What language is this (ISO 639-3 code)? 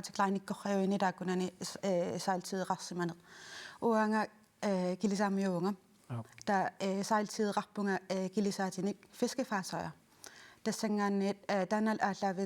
kal